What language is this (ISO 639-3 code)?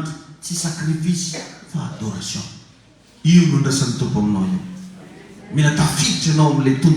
mlg